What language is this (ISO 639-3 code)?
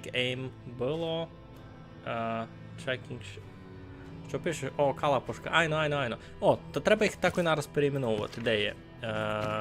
rue